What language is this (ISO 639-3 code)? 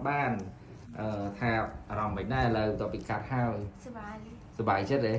khm